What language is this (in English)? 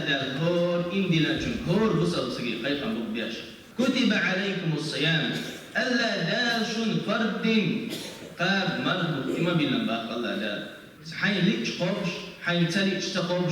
Chechen